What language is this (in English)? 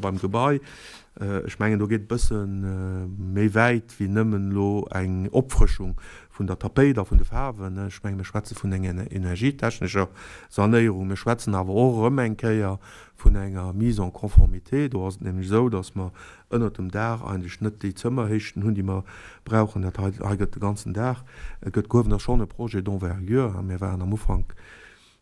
Luxembourgish